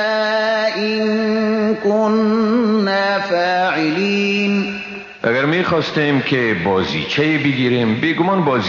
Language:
Persian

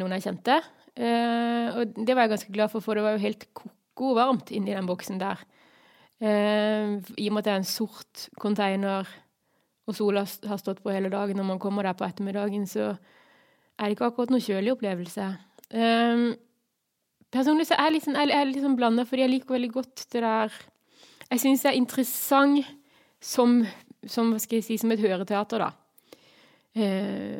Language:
Norwegian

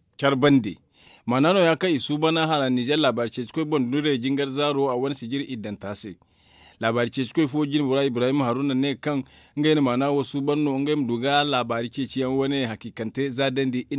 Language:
Zarma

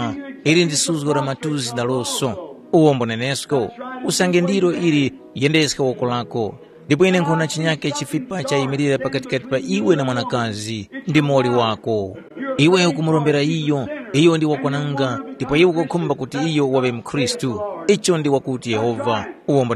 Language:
Tumbuka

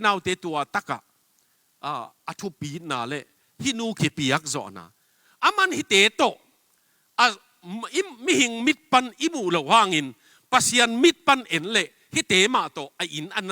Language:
Tedim Chin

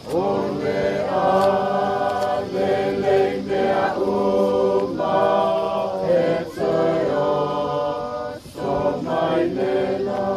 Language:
Samoan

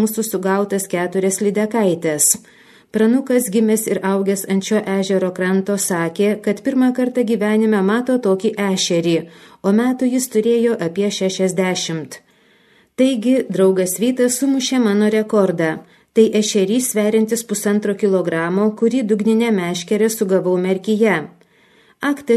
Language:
Lithuanian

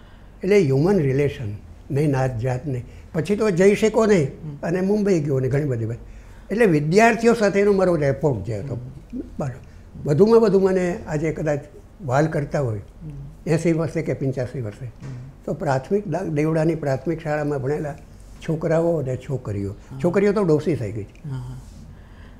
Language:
Gujarati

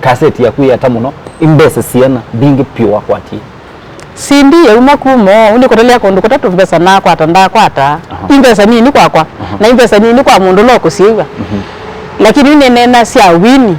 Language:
Kamba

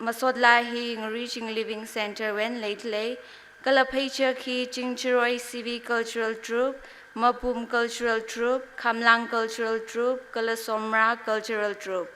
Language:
Tangkhul Naga (India)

